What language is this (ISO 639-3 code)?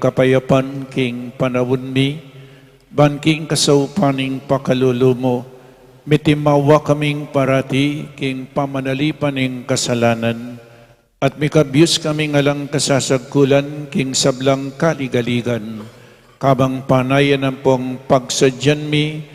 pam